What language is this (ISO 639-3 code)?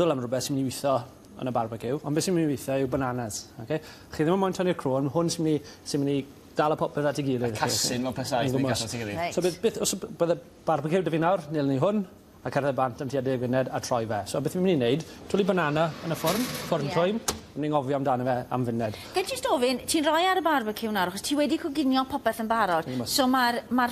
cym